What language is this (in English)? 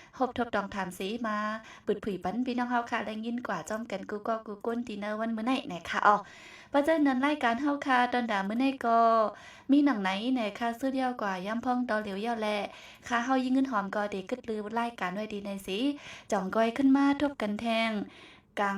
Shan